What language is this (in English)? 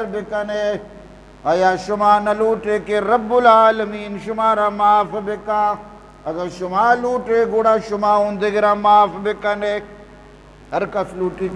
Eastern Balochi